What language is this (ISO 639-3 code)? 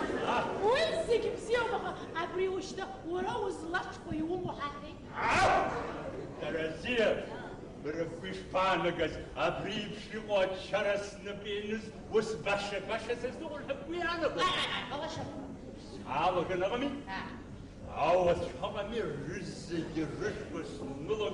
abk